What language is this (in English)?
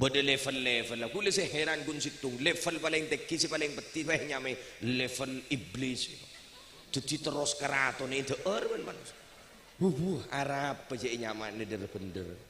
Madurese